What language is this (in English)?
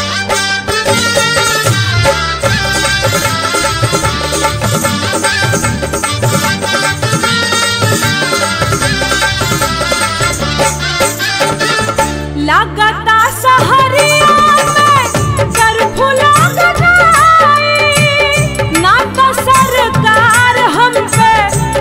Bhojpuri